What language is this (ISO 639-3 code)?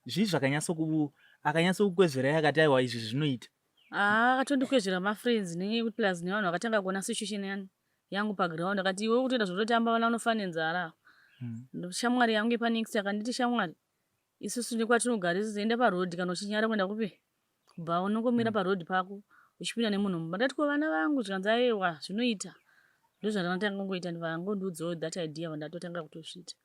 sna